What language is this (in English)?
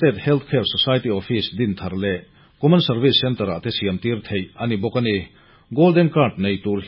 Mizo